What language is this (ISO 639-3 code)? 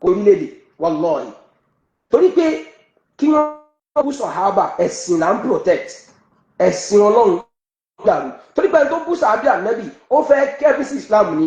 yor